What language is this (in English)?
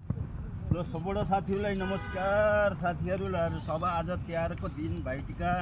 Nepali